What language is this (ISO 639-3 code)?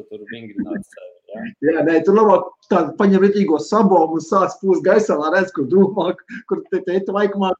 lav